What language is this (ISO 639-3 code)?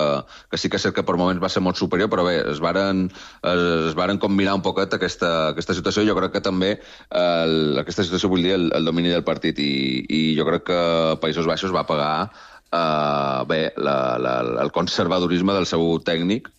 cat